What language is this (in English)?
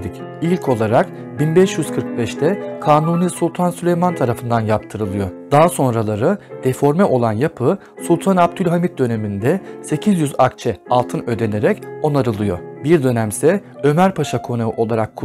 Turkish